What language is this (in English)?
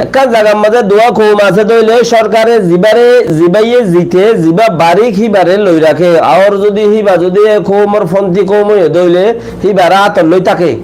Rohingya